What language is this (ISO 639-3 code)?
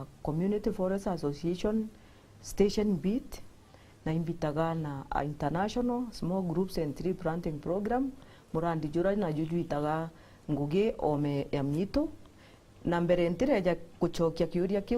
mer